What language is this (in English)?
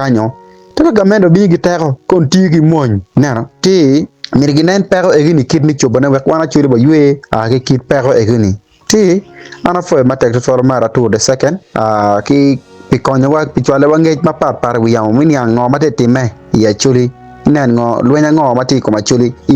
Acoli